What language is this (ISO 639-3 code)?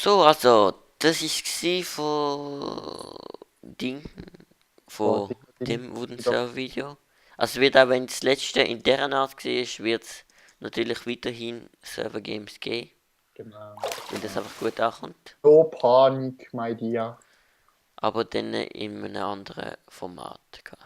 gsw